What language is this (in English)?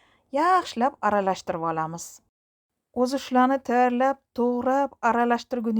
Uzbek